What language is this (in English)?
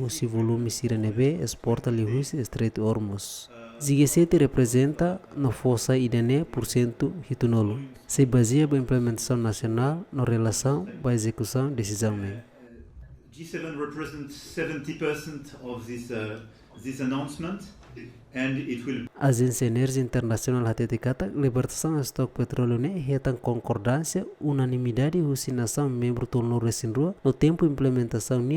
Tetum